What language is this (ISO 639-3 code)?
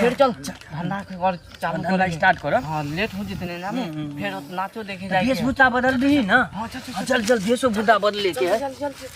mai